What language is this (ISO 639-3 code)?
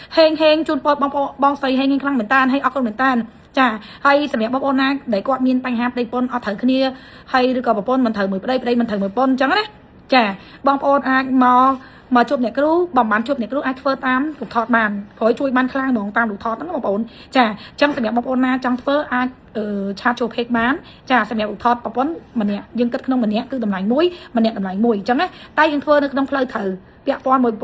khm